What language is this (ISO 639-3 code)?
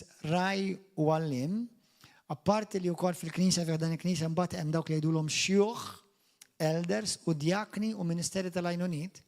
mlt